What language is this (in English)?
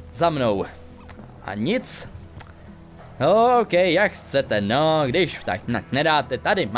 Czech